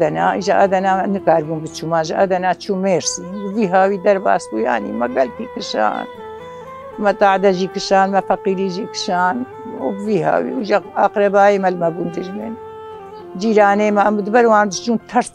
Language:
Kurdish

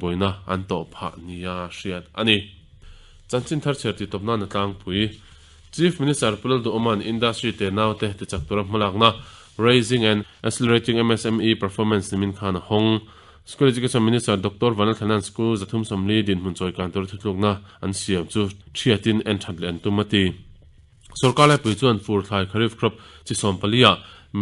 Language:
Mizo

